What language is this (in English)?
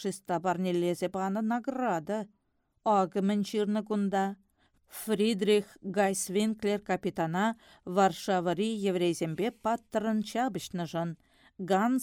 Chuvash